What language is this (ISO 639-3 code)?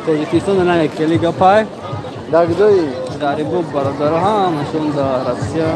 tgk